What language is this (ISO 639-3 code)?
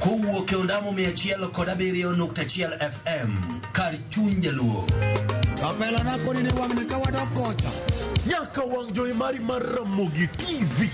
luo